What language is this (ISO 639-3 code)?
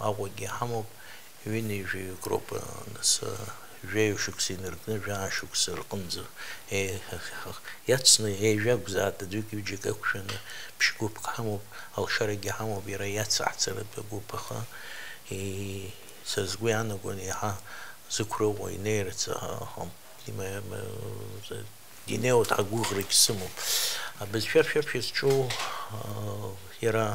abk